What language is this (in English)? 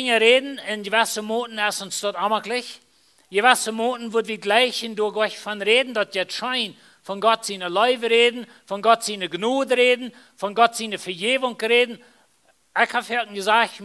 Plautdietsch